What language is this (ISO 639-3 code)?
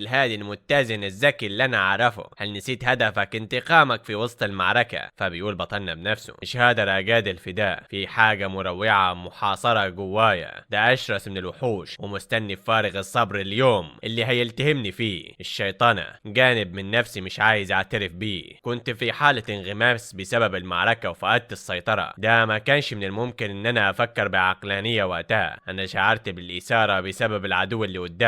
arz